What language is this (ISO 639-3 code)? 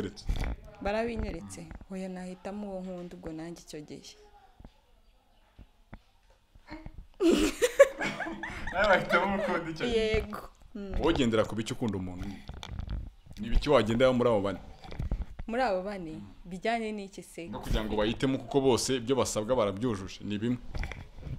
kin